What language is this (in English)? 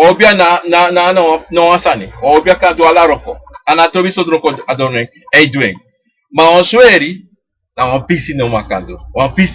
Sranan Tongo